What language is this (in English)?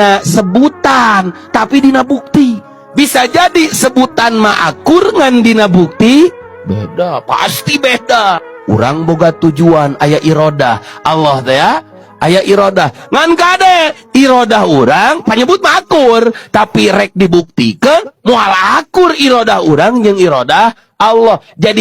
Sundanese